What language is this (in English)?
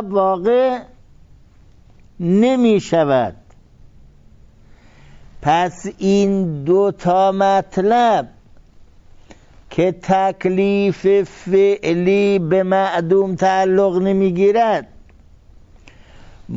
Persian